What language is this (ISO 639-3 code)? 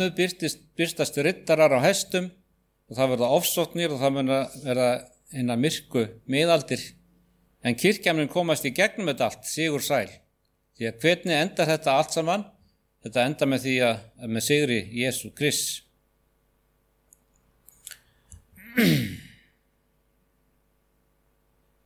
isl